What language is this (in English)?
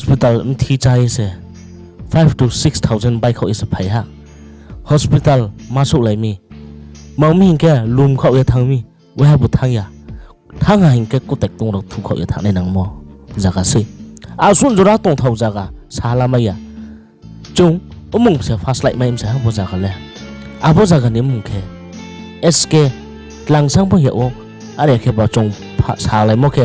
Riang (India)